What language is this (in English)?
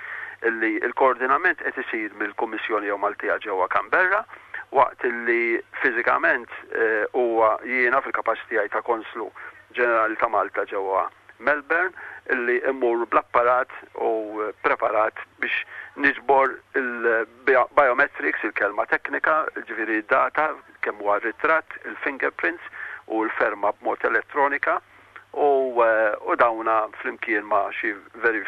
Maltese